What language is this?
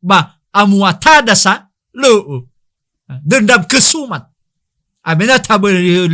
Nias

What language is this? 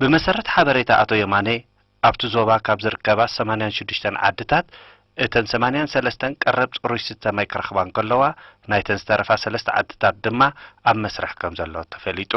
Tigrinya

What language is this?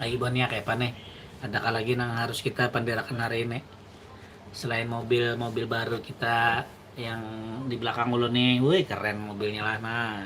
Banjar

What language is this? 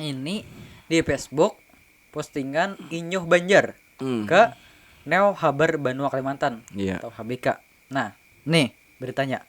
Banjar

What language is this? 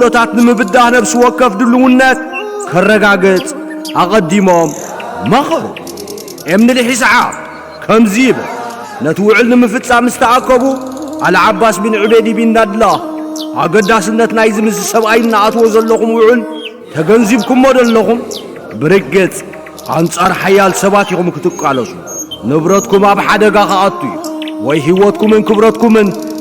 Tigrinya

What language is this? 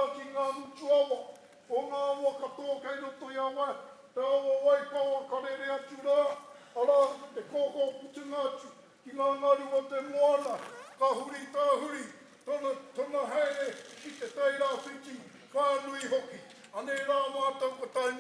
Māori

